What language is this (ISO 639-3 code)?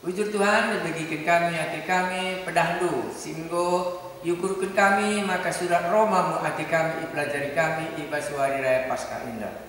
btx